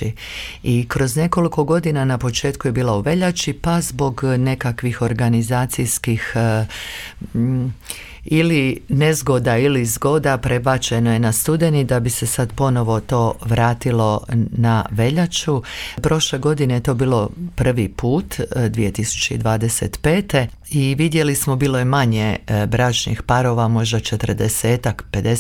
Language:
Croatian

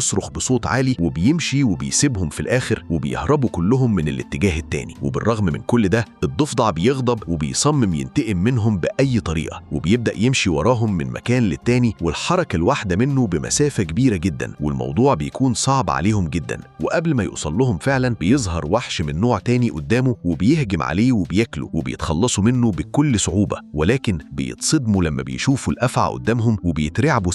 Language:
Egyptian Arabic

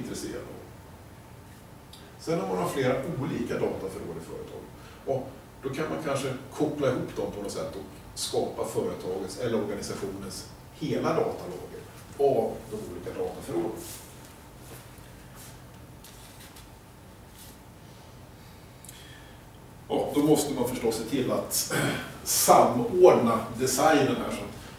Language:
Swedish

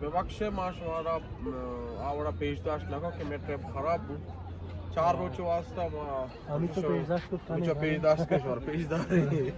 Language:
Baluchi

